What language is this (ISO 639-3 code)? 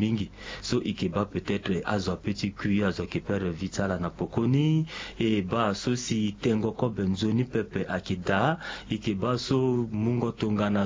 sag